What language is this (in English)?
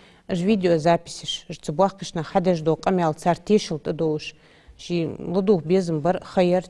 Ingush